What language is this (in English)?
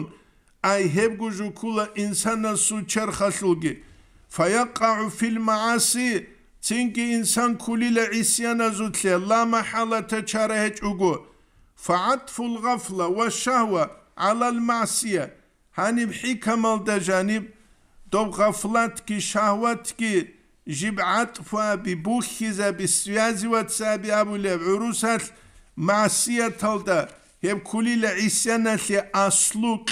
Avaric